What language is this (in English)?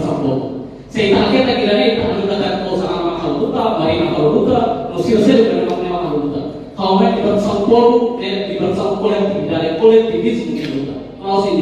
Tetum